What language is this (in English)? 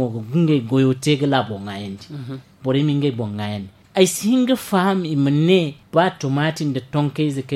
Zarma